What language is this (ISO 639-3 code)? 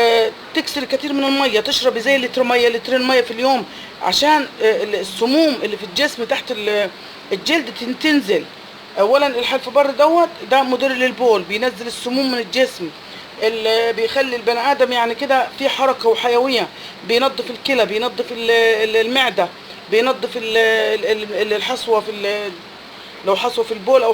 arz